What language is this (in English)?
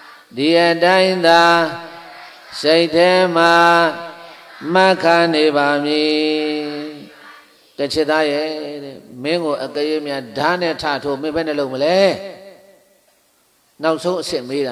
Burmese